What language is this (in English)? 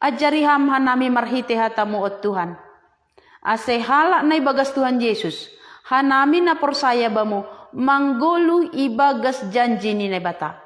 Batak Simalungun